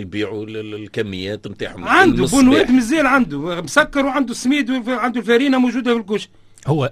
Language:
Tunisian Arabic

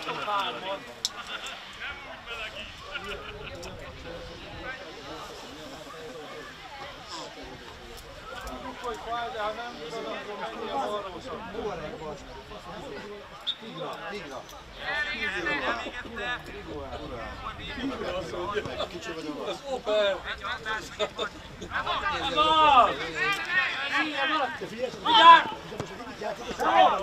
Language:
Hungarian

